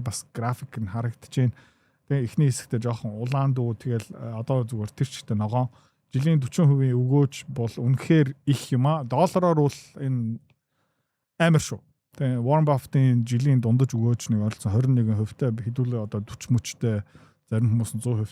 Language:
Mongolian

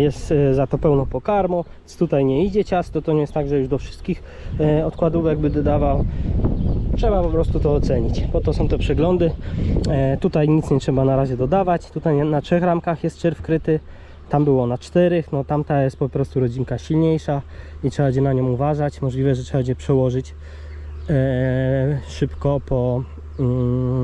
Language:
Polish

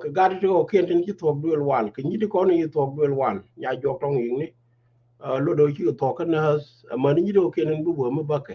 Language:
Nuer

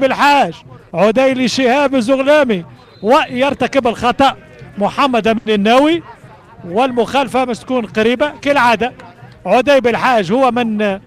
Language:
Tunisian Arabic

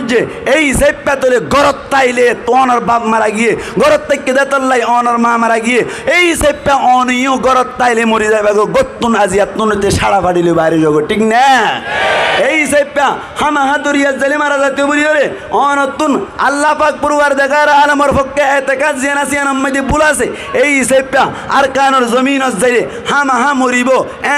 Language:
Rohingya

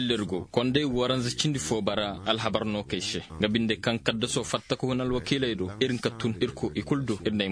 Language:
Koyraboro Senni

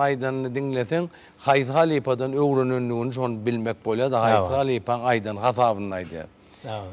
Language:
Turkmen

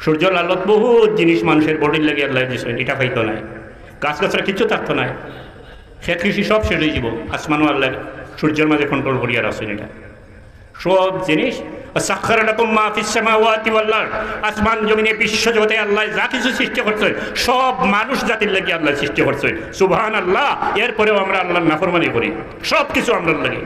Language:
Sylheti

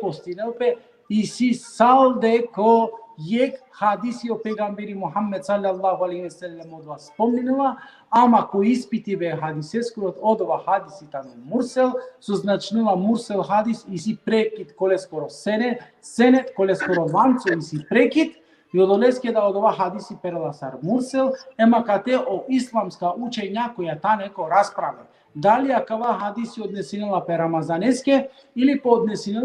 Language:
Balkan Romani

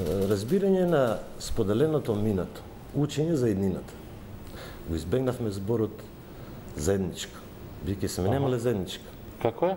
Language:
Macedonian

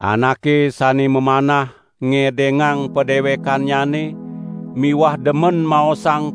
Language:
Balinese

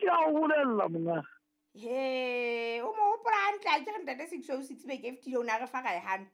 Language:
Southern Sotho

